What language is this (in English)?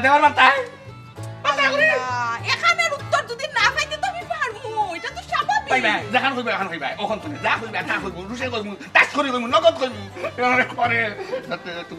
Sylheti